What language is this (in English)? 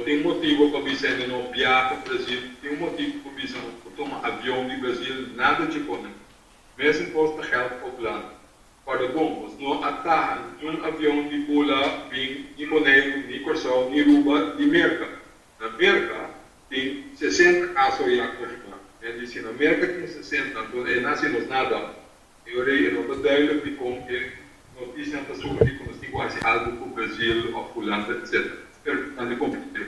Papiamento